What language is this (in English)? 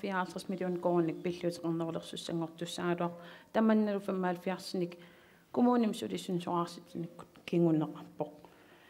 Kalaallisut